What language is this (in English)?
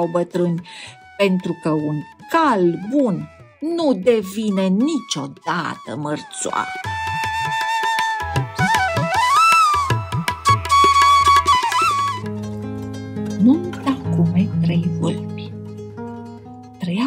Romanian